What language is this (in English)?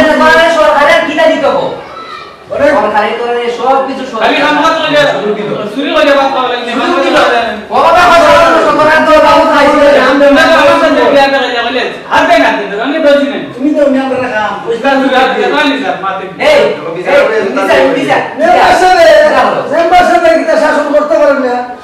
Sylheti